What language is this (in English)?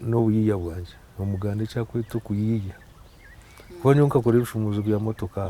Nyankole